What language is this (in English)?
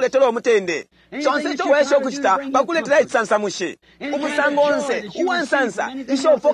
Bemba